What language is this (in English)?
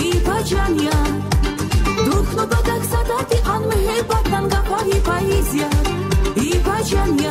Tabassaran